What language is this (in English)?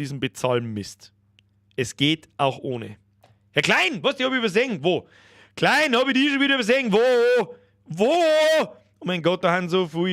Bavarian